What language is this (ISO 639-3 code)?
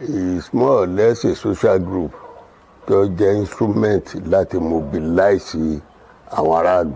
yor